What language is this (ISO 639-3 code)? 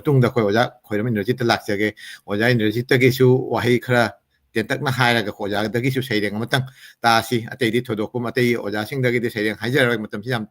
mni